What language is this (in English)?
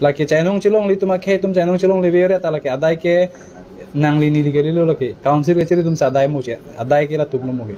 Karbi